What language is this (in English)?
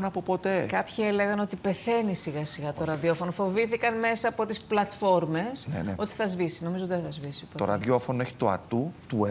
Greek